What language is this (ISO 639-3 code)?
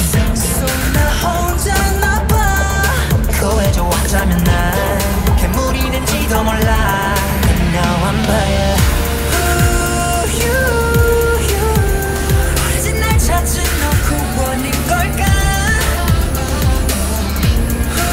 kor